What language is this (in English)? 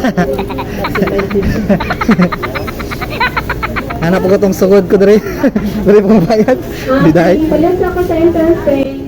Cebuano